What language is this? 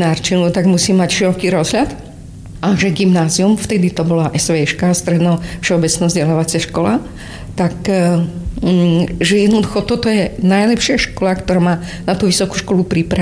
Slovak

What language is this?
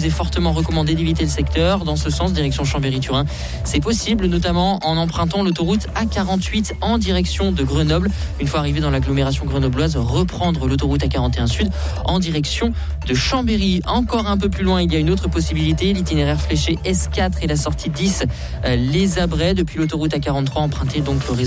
French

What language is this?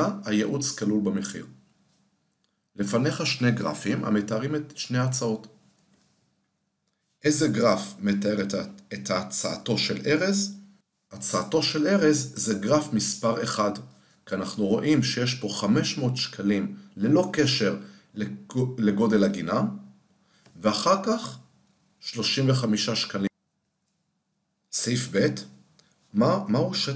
Hebrew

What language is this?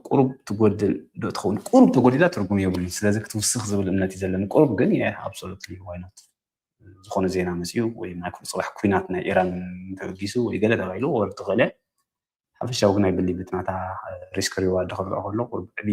Tigrinya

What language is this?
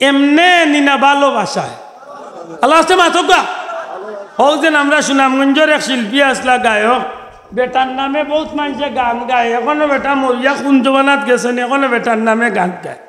Sylheti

